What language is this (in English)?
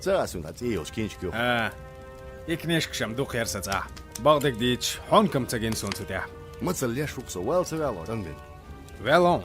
Chechen